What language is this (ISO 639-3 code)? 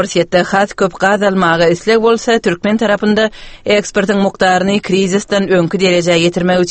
tuk